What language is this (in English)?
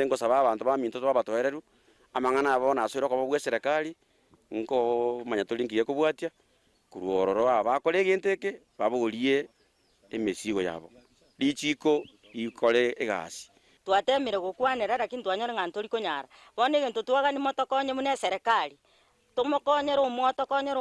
Gusii